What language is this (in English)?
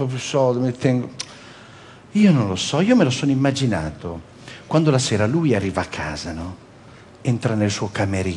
Italian